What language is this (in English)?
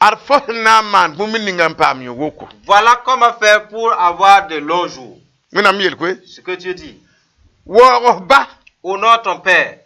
Mossi